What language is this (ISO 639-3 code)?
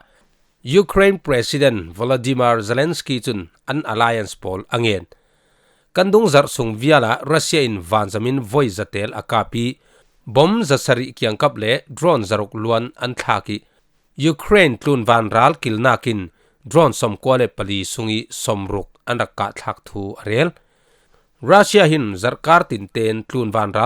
cfm